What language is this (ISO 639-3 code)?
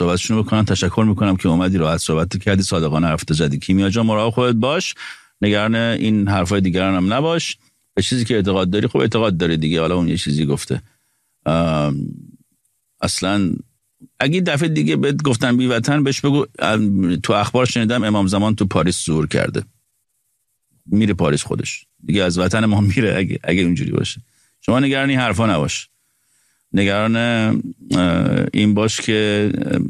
fas